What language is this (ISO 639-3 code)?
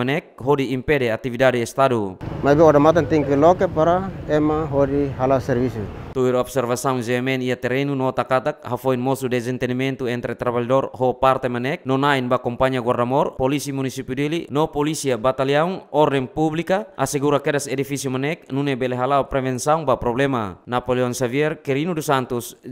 tet